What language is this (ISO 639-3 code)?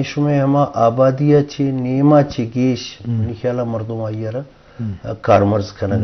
bgp